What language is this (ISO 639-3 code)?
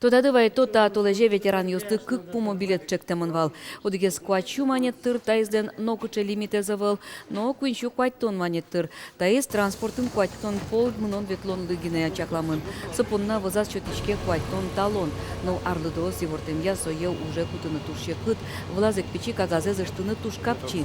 udm